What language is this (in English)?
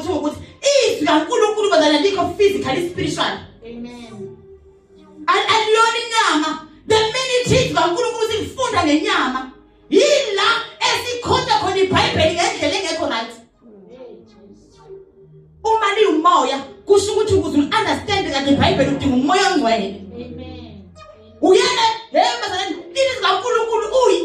Zulu